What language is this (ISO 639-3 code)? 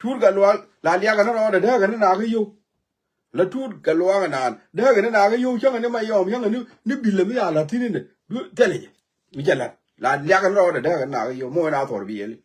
nus